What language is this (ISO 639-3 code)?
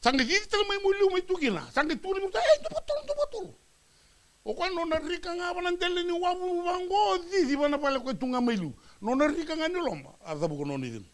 fij